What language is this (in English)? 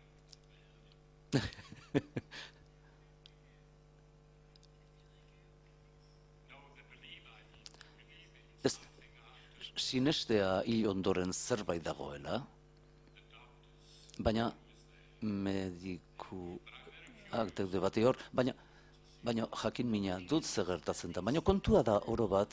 Basque